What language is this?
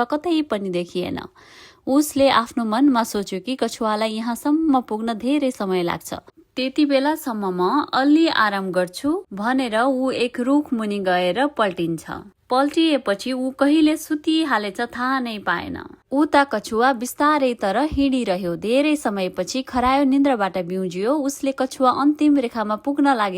Nepali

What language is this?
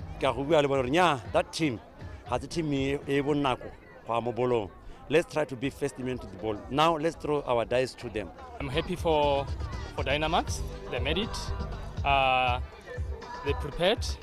Tswana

